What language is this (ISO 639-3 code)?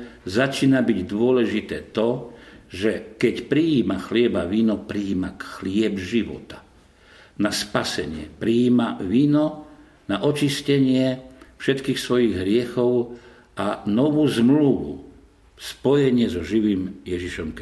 slk